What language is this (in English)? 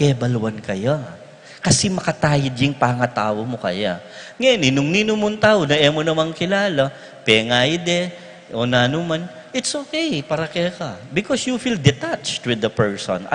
Pampanga